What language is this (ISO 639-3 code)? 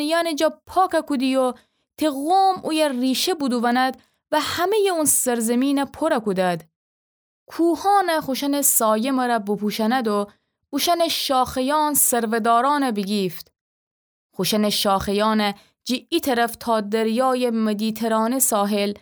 glk